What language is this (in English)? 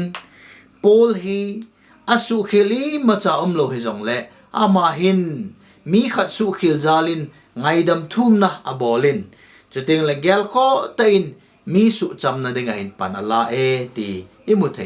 Thado Chin